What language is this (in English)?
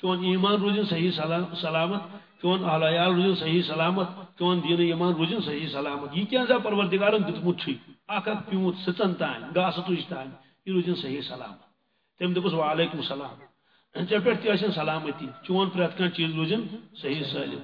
Kashmiri